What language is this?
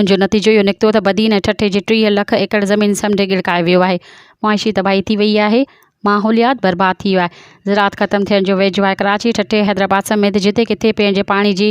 Sindhi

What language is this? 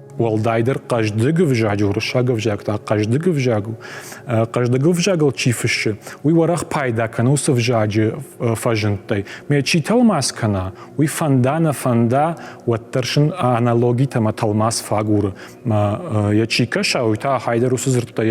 Ossetic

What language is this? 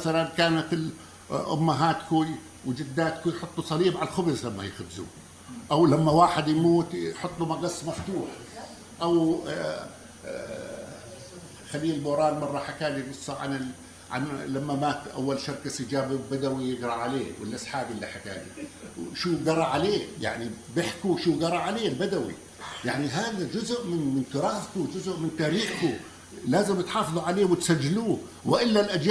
North Levantine Arabic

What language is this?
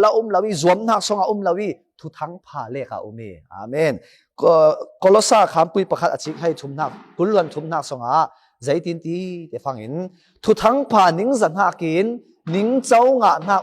Falam Chin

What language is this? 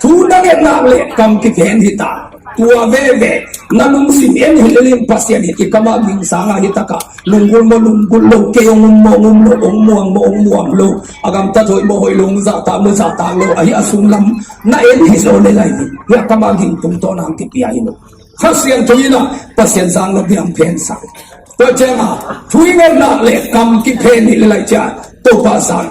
Tedim Chin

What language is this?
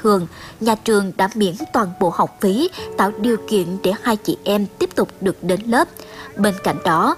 Vietnamese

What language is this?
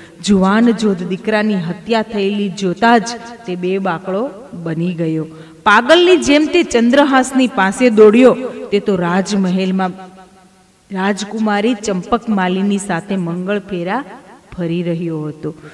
Gujarati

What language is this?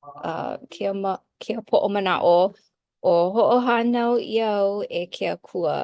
Hawaiian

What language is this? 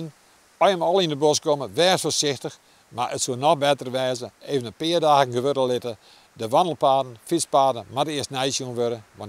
Western Frisian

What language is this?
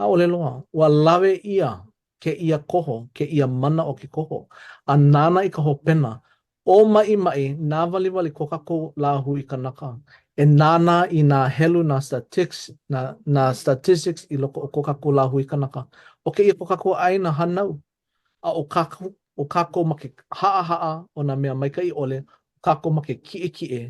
Hawaiian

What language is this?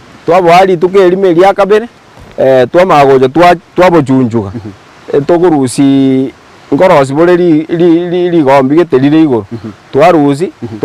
Gusii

